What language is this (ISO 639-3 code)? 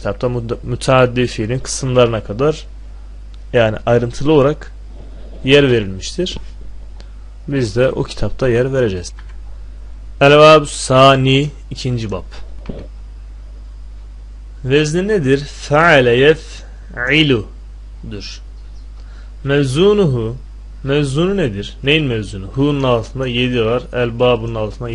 tur